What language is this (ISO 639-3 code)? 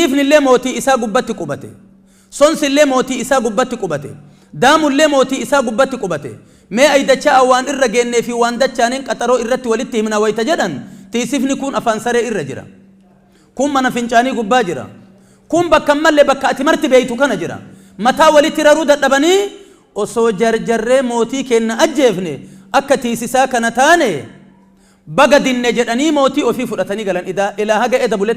orm